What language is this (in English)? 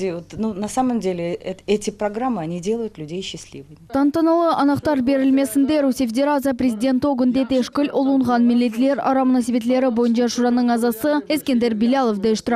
Crimean Tatar